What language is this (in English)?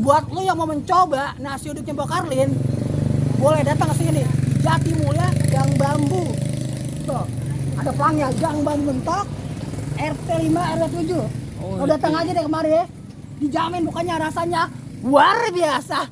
Betawi